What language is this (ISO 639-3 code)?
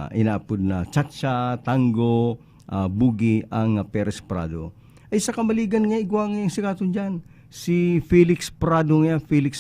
bik